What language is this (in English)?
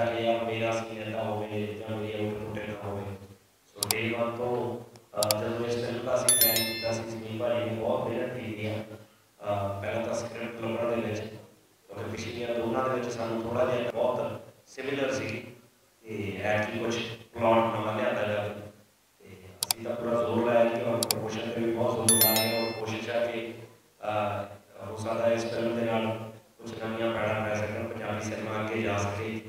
Punjabi